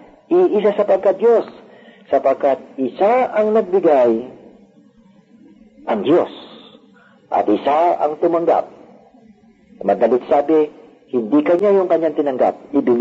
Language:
Filipino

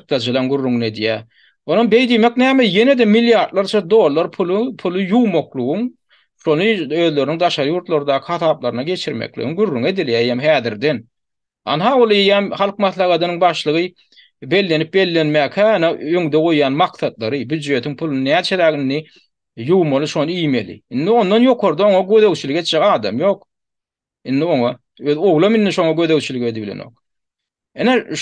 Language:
Turkmen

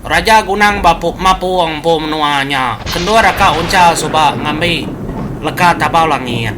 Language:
Iban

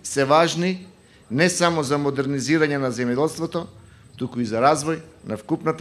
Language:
Macedonian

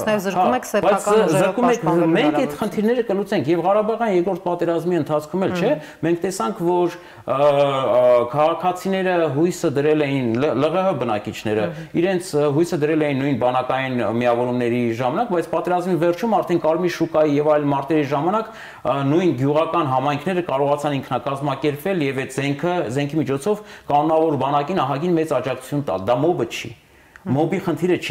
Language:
Armenian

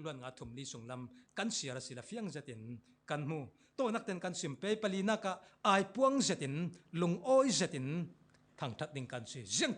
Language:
Falam Chin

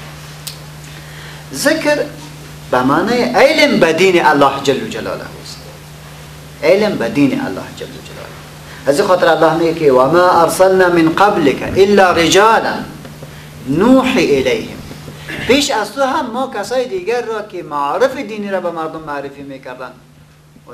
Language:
Persian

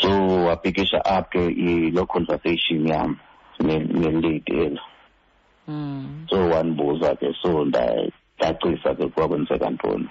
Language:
Xhosa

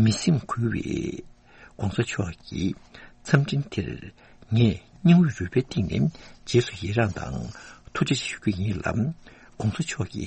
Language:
Tibetan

